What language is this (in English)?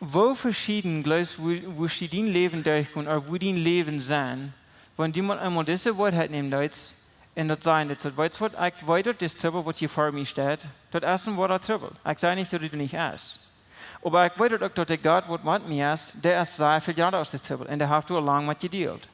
Plautdietsch